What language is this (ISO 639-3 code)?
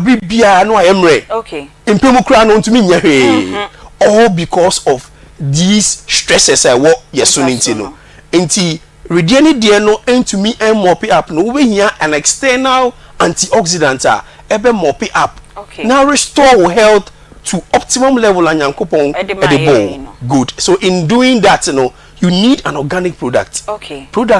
aka